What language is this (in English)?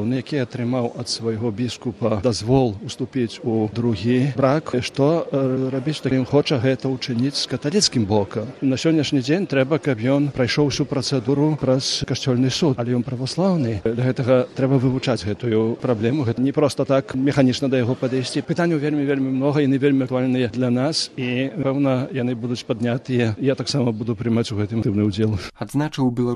Belarusian